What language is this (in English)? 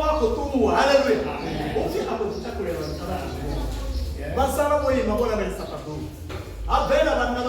Venda